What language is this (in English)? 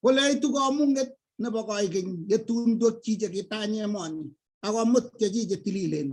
Kalenjin